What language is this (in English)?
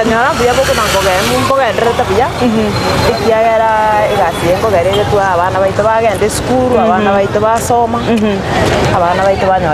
Gusii